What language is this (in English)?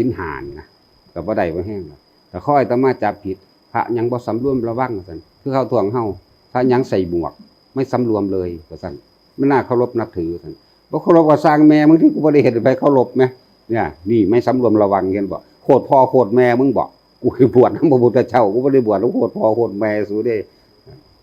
Northeastern Thai